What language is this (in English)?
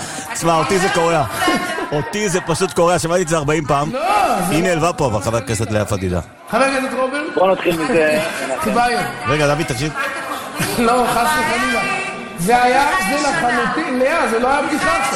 Hebrew